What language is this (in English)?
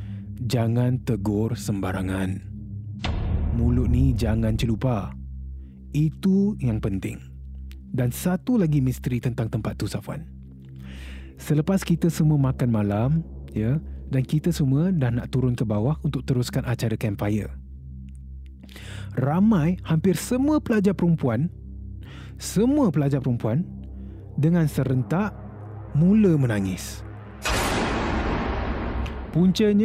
Malay